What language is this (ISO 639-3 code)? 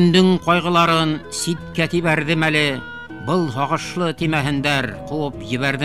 bak